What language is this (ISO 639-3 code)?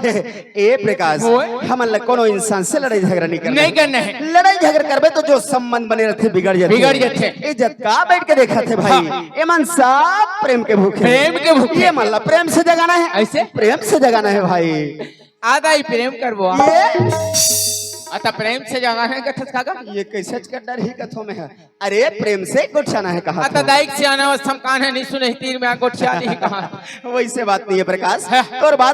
hne